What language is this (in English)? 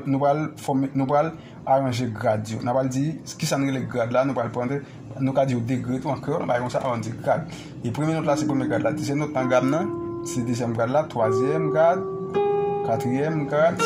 Haitian Creole